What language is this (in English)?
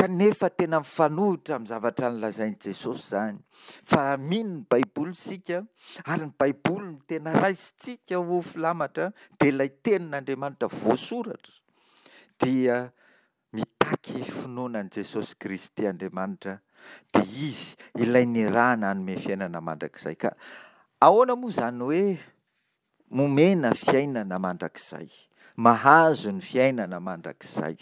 Malagasy